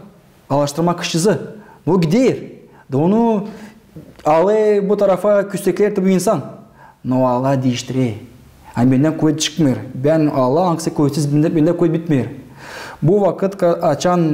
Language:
Gagauz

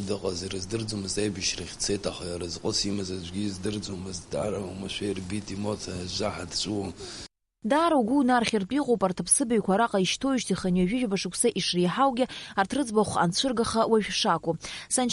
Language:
Abkhazian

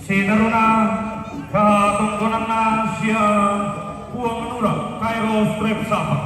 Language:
Toraja-Sa'dan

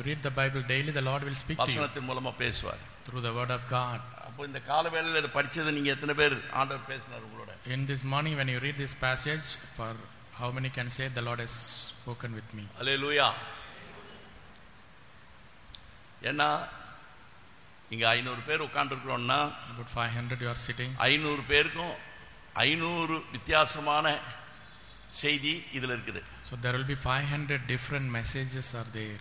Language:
Tamil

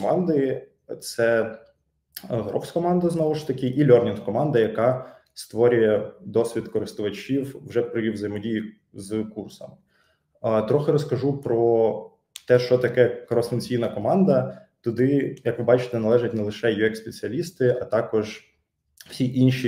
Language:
Ukrainian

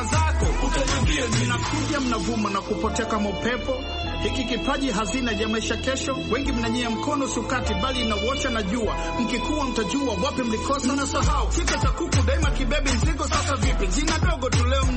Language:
Swahili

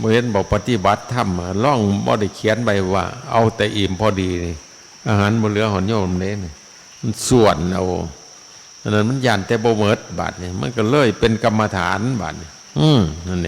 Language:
Northeastern Thai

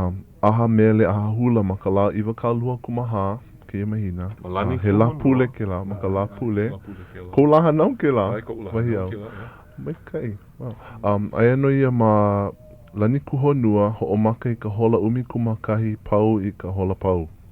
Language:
Hawaiian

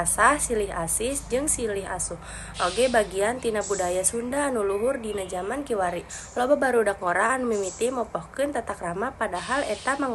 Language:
Sundanese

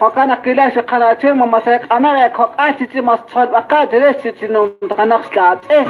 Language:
Kekchí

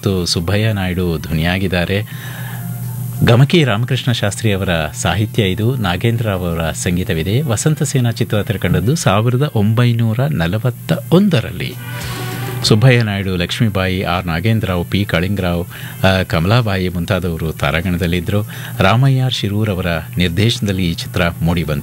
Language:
Kannada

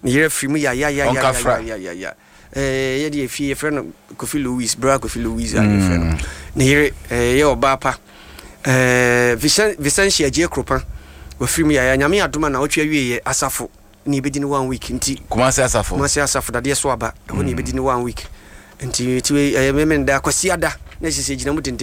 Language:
Akan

